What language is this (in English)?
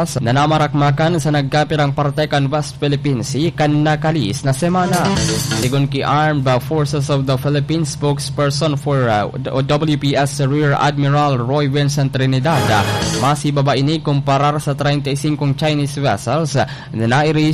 Bikol